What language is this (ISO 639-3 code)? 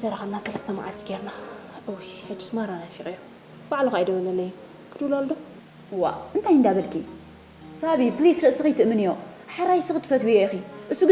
tir